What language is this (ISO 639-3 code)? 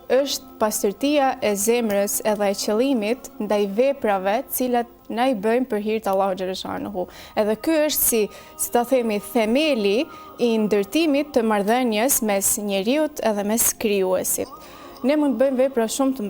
sqi